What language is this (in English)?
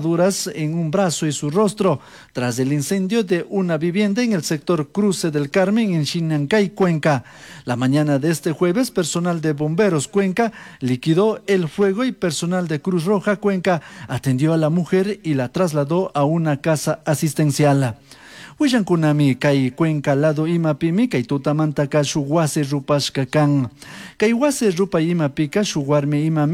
Chimborazo Highland Quichua